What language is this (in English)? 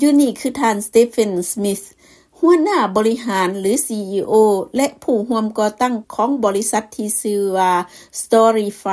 Lao